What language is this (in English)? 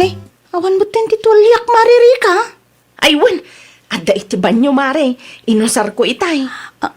Iloko